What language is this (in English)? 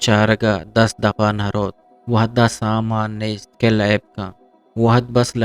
Eastern Balochi